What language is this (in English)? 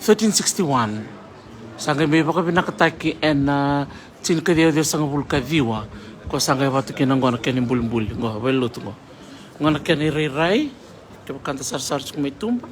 Fijian